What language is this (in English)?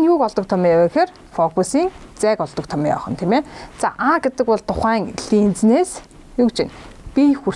Mongolian